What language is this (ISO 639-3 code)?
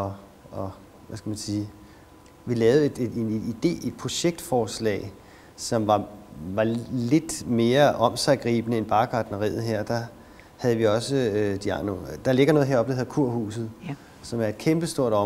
dan